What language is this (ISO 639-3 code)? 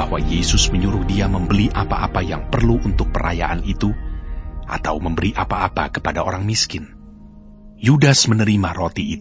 ind